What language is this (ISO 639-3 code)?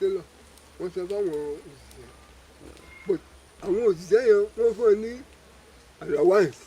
yor